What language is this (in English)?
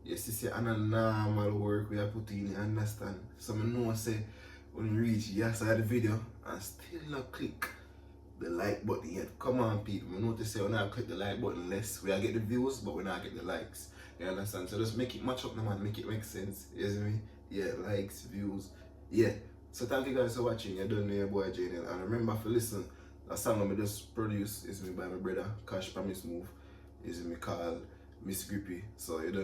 Jamaican Creole English